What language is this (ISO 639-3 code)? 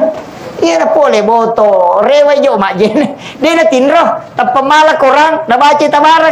bug